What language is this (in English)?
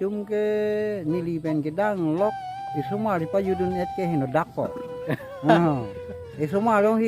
Karbi